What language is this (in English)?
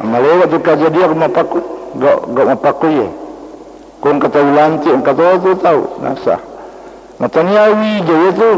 Buginese